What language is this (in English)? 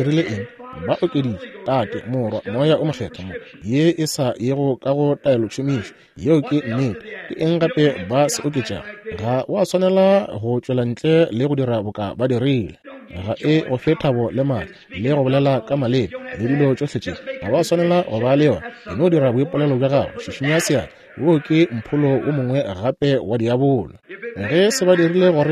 Northern Sotho